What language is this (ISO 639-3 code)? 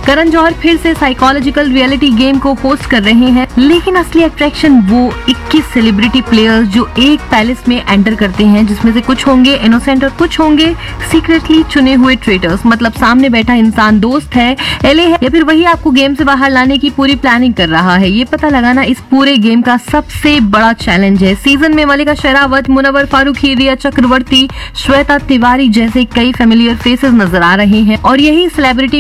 hin